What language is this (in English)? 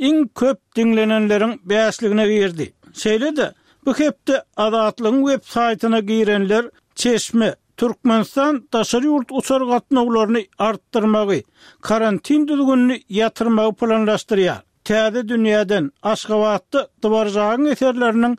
Turkmen